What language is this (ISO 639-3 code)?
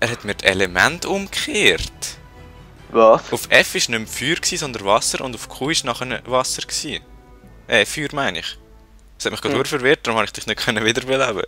gsw